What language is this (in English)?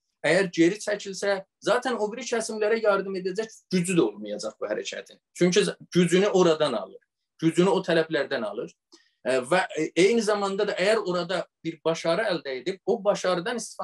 South Azerbaijani